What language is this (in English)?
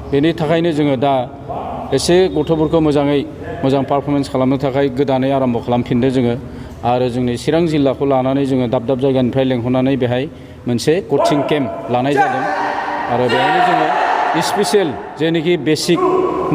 Bodo